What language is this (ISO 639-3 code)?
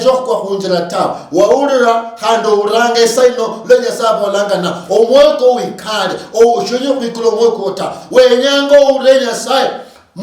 luy